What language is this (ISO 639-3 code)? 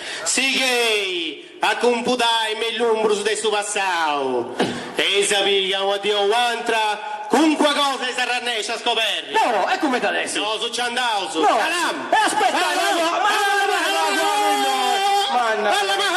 srd